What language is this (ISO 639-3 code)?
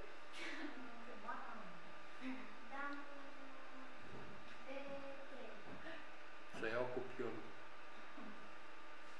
ron